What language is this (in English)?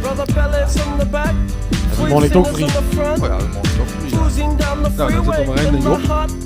Limburgish